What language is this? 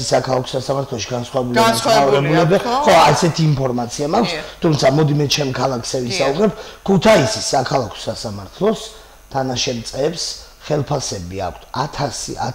Georgian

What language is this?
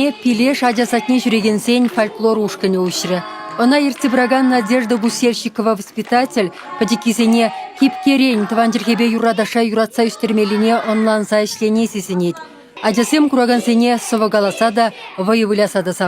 Chuvash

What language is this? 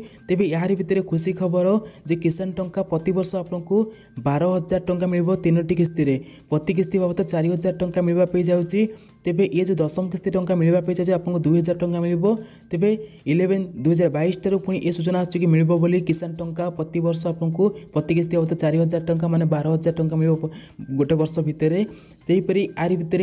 Odia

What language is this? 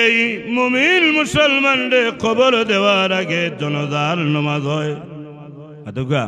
Sylheti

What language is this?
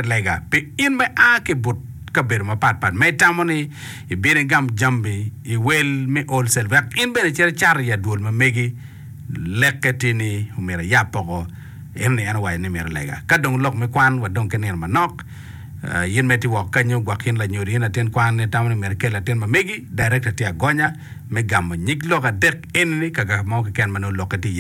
Acoli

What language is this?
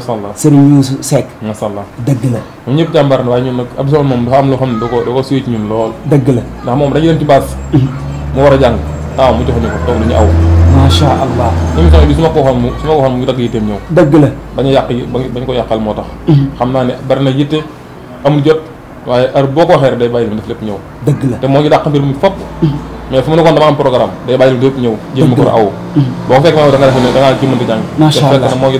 Wolof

